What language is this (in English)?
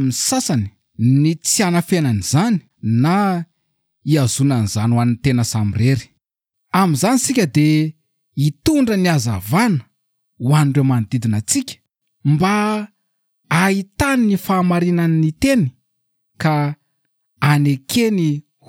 Malagasy